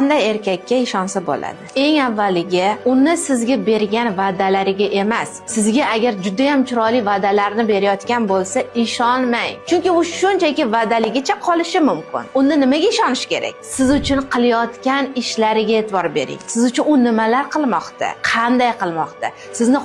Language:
Uzbek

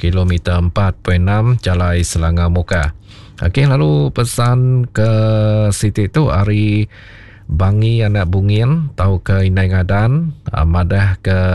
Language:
Iban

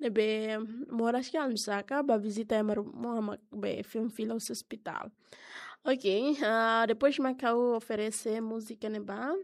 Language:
Tetum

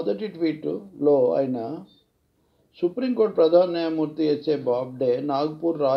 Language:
Telugu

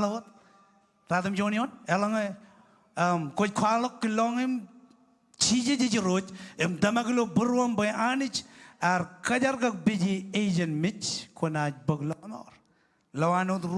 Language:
Marshallese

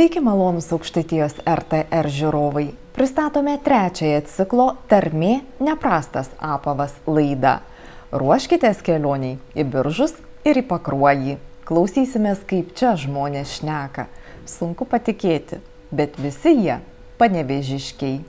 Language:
Lithuanian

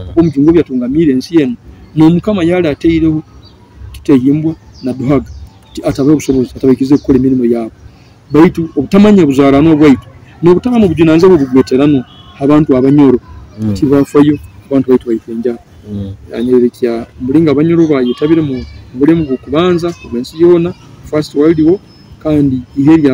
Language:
Nyoro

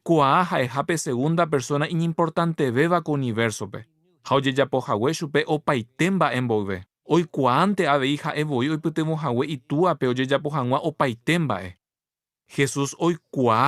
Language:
Guarani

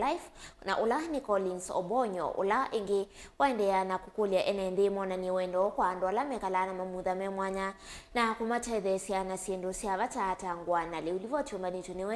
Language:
Kamba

